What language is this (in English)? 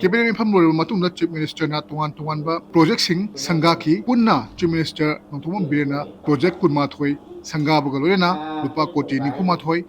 Manipuri